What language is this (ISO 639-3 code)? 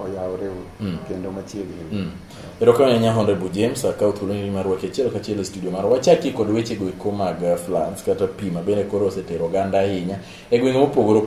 luo